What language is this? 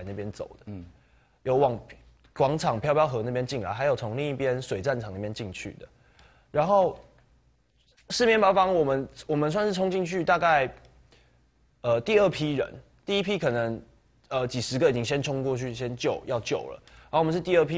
Chinese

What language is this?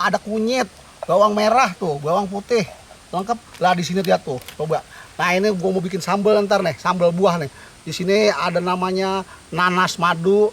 Betawi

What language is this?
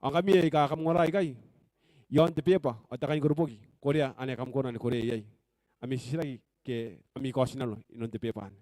Gilbertese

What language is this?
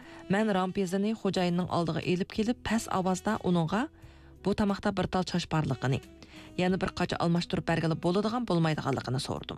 Uyghur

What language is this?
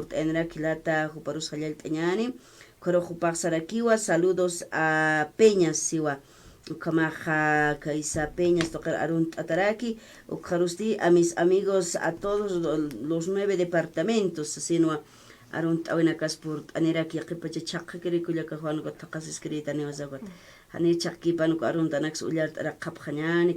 Aymara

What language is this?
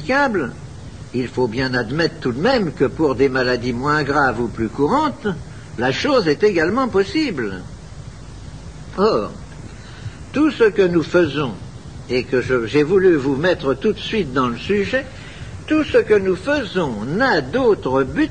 French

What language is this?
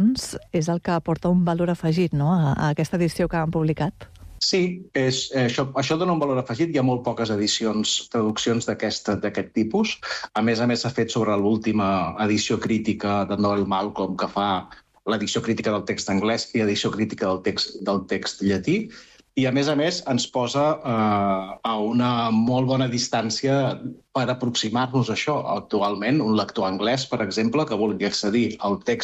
Catalan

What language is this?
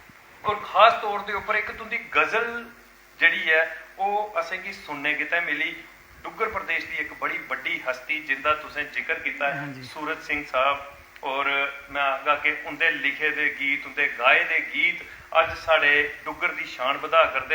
Dogri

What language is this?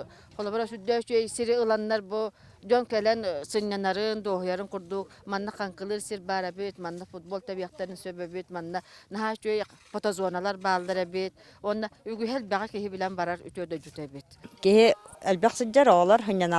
Yakut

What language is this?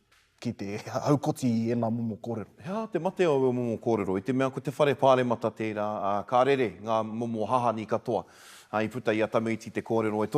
Māori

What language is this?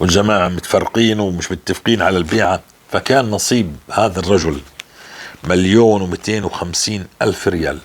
North Levantine Arabic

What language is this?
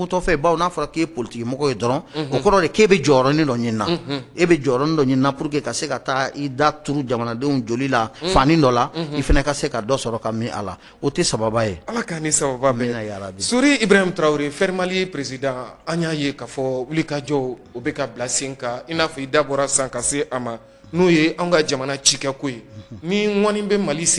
Bambara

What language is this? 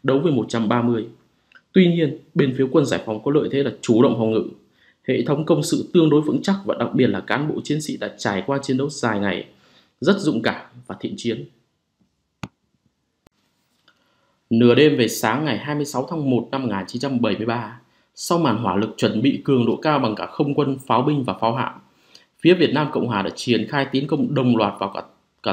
Vietnamese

